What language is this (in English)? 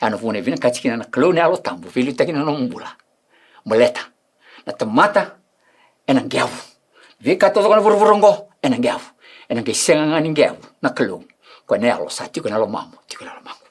Fijian